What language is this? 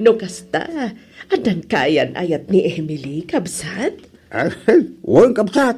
Iloko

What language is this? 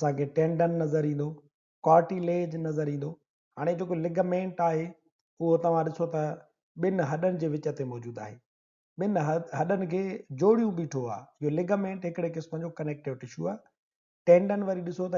Sindhi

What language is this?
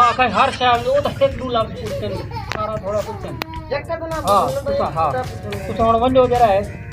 Saraiki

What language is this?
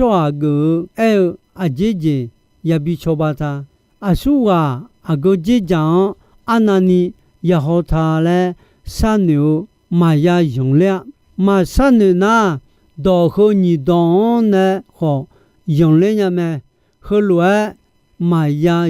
Akha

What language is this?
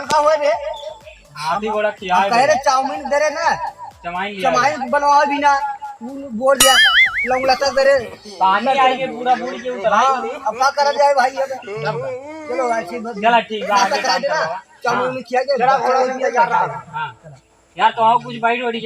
Awadhi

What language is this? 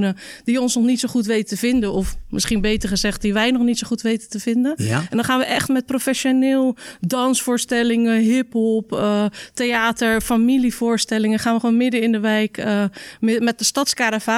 Dutch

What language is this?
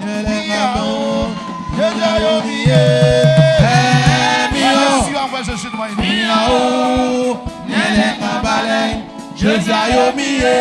Baoulé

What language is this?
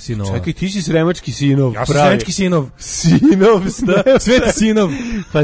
Serbian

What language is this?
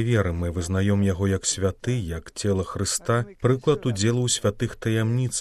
Belarusian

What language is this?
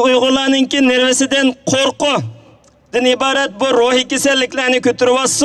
Uyghur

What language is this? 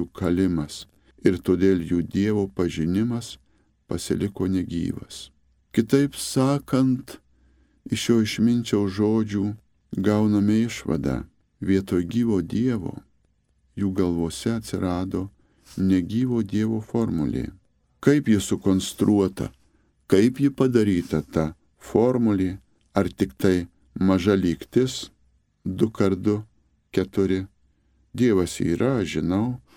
Lithuanian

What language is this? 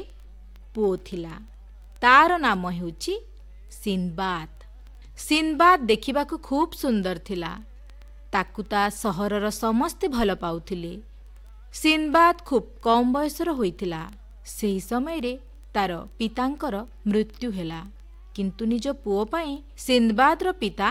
Odia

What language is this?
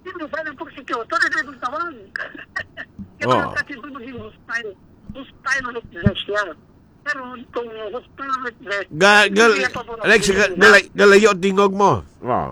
Hiligaynon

